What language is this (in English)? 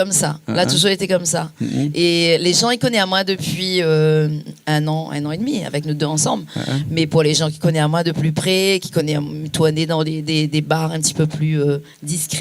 Réunion Creole French